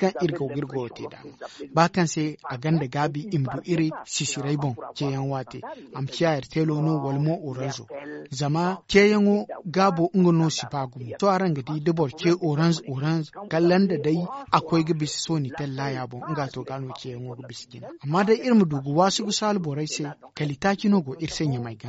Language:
Zarma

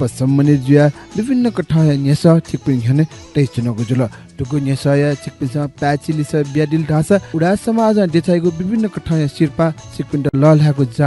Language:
Newari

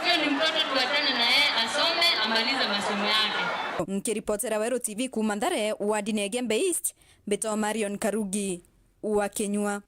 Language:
Meru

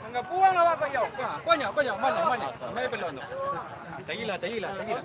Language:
Minangkabau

